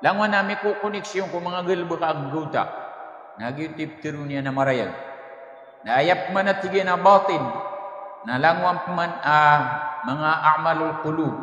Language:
Maranao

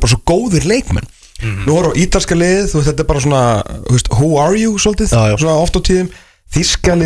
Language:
Icelandic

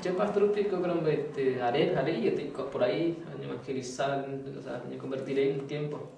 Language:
Guarani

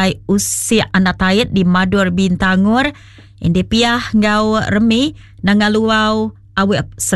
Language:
Iban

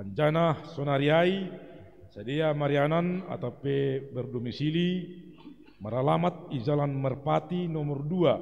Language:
Batak Simalungun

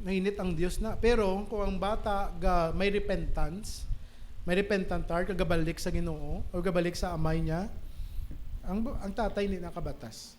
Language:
Hiligaynon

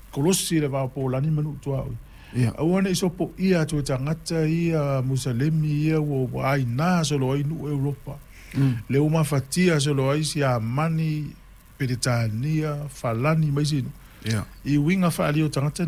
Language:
Samoan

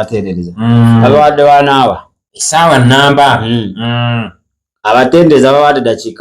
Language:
Ganda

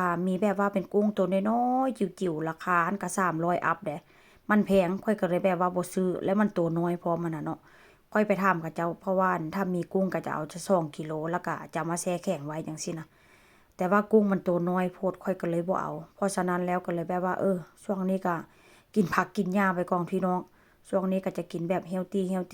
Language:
Northeastern Thai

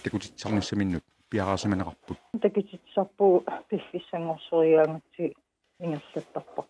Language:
Kalaallisut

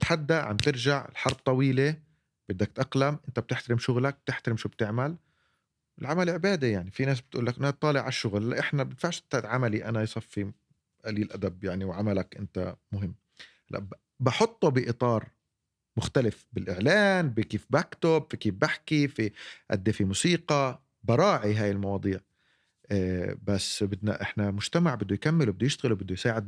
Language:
North Levantine Arabic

